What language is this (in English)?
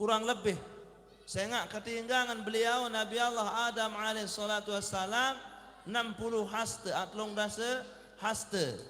Sasak